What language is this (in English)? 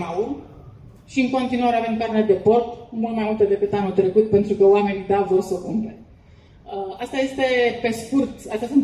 Romanian